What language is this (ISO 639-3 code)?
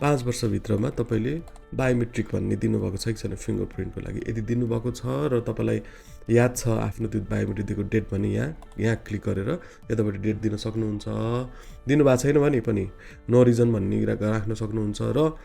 nep